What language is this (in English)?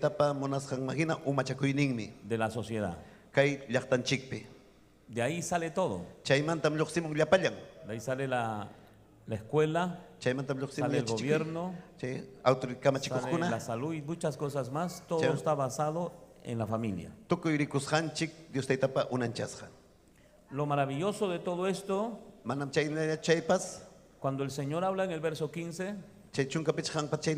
Ayacucho Quechua